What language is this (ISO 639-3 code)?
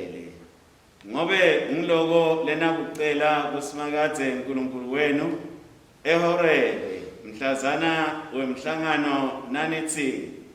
ssw